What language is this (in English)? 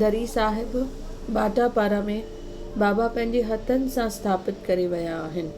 Sindhi